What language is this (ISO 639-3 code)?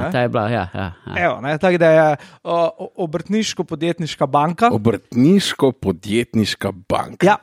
slv